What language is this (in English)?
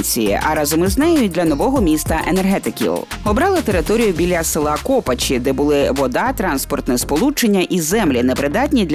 Ukrainian